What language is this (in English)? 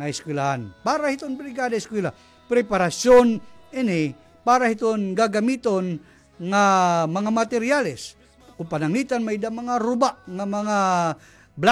Waray